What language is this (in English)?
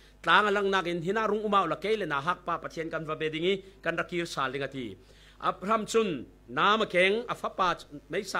Falam Chin